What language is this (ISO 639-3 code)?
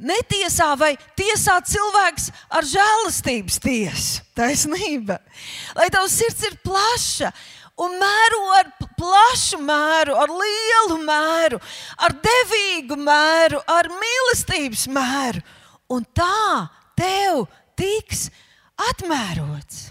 lav